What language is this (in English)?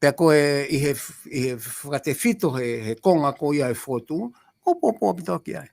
Tongan